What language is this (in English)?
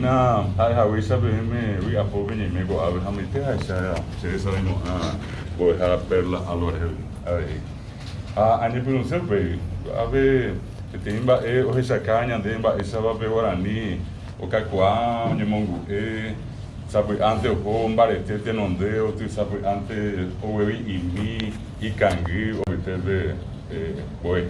Guarani